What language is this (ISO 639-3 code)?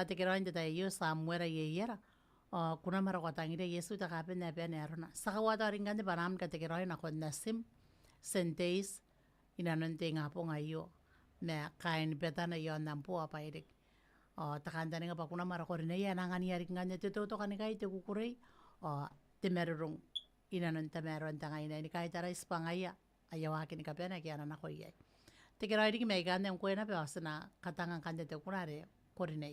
gil